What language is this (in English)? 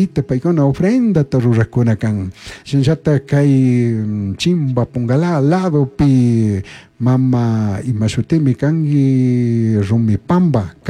Chimborazo Highland Quichua